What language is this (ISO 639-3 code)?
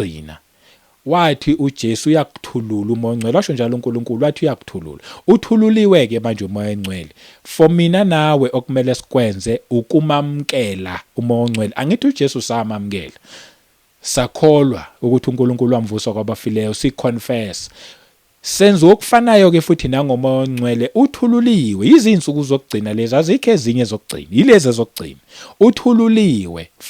zul